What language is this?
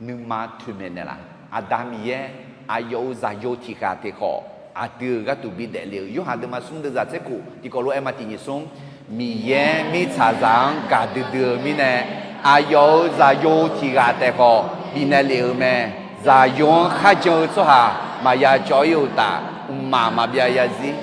Akha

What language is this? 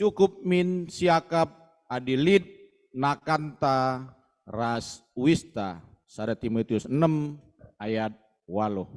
Batak Karo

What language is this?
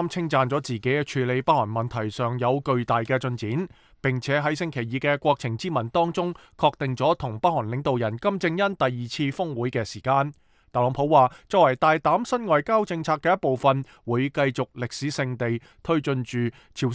Cantonese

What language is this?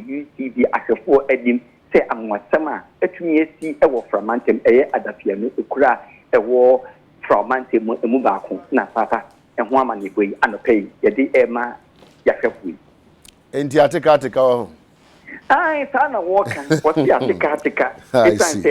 Akan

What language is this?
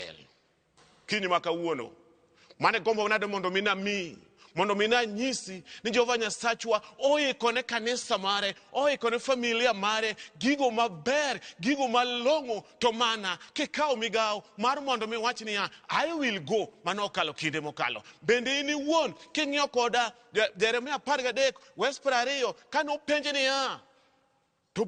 Luo (Kenya and Tanzania)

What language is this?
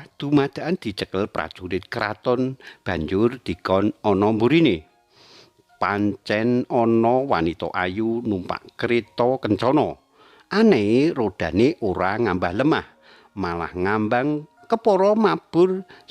Javanese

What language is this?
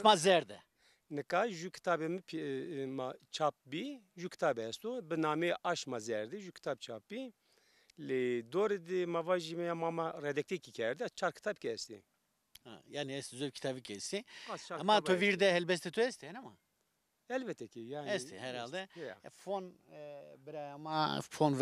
Zaza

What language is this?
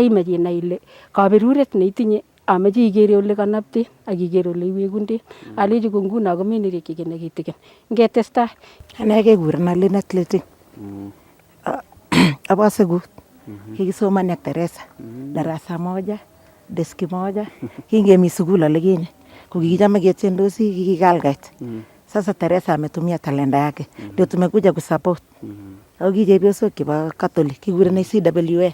Nandi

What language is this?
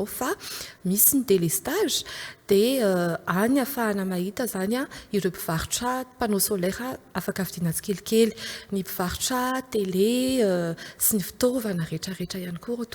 Malagasy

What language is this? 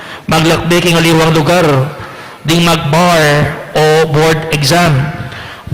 Pampanga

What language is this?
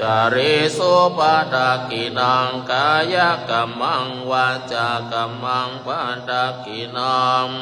Pali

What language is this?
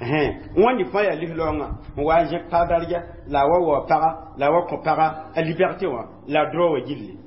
Mossi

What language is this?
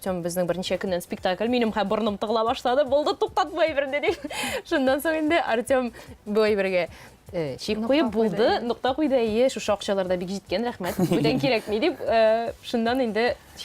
Tatar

